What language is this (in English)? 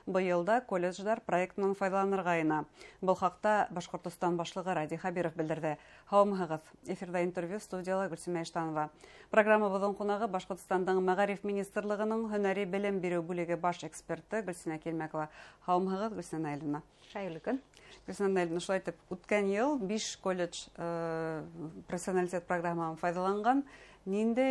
Bashkir